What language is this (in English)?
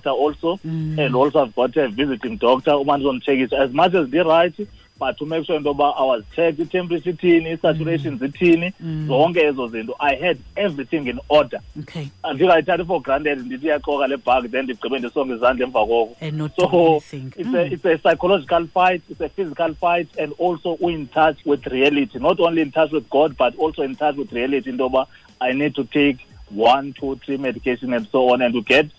Xhosa